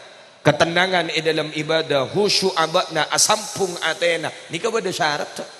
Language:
Madurese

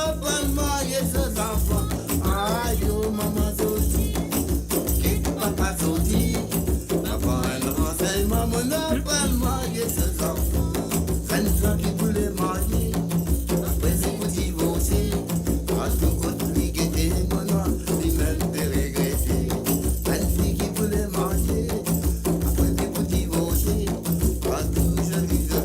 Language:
Morisyen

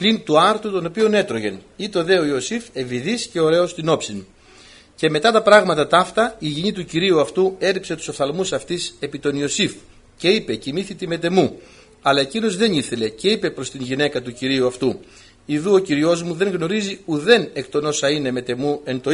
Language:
Greek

